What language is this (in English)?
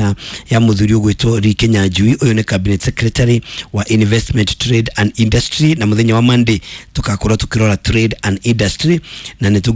Kikuyu